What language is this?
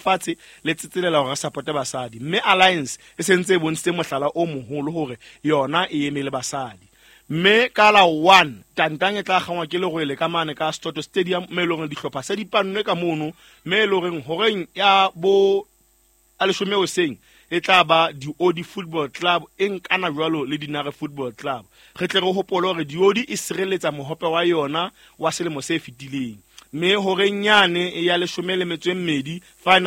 Southern Sotho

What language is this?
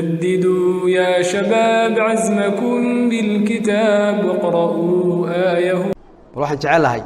Somali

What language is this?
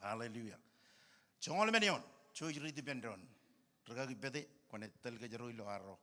Marshallese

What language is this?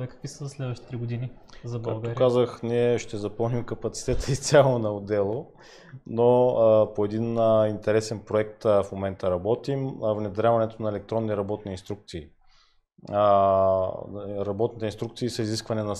Bulgarian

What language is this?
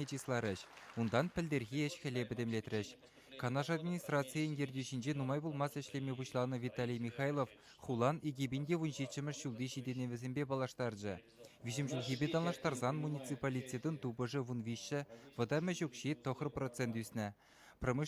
Chuvash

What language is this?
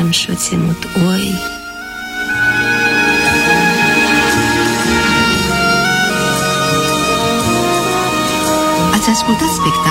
Romanian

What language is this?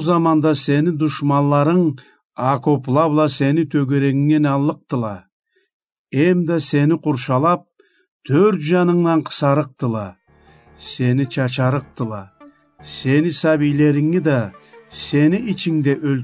Karachay-Balkar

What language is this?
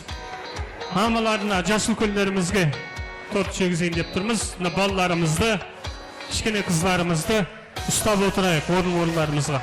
Kara-Kalpak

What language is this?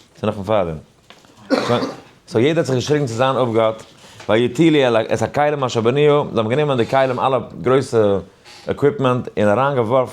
Yiddish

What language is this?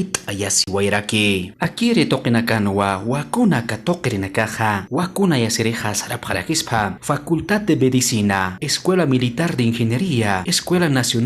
Aymara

